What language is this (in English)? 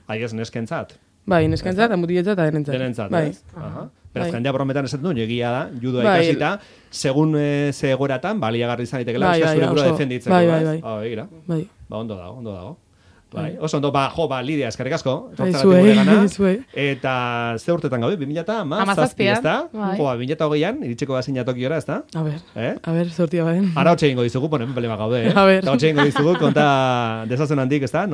Basque